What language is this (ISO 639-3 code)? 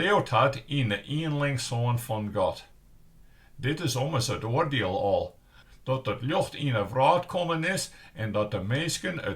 fry